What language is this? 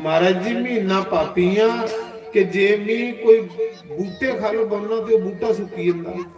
Dogri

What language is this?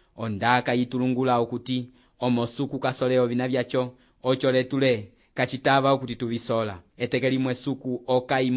Umbundu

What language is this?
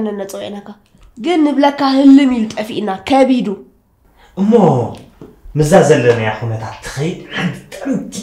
Tigrinya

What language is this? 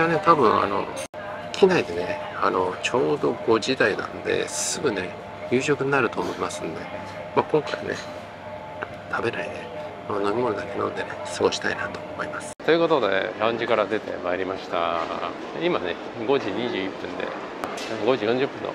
Japanese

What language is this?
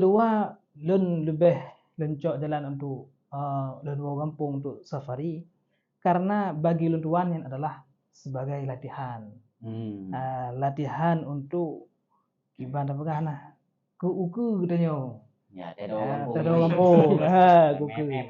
Achinese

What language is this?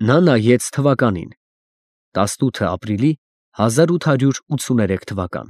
Armenian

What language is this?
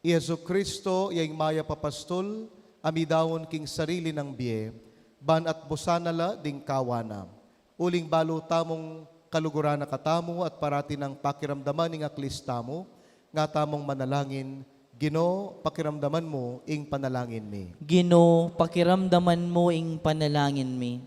Pampanga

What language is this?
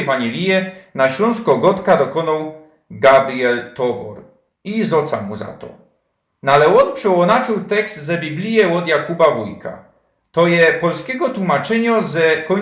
Silesian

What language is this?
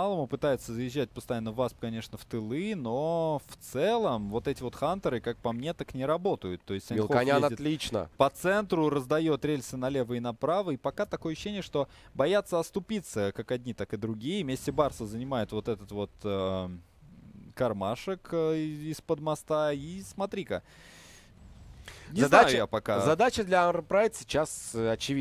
Russian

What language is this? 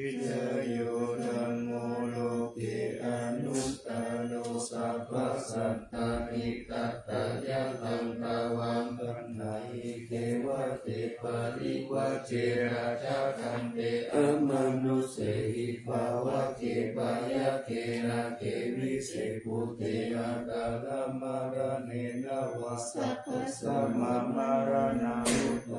Pali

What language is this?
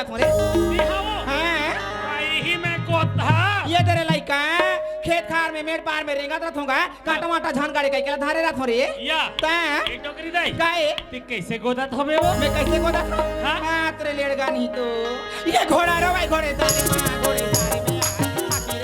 Chhattisgarhi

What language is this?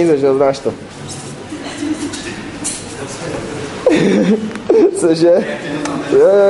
Czech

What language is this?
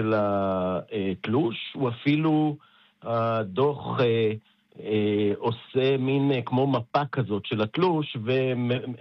Hebrew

